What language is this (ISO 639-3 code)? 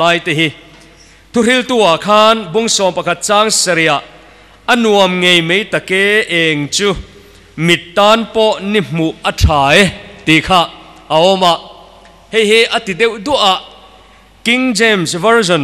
lus